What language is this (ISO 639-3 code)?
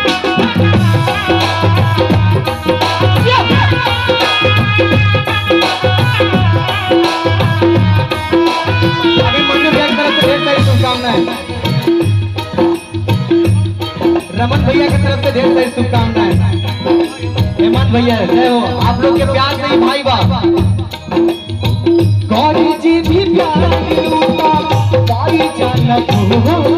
bho